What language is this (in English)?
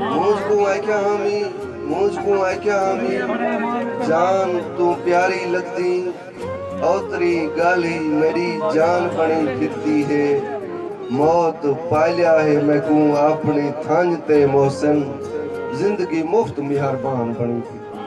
Saraiki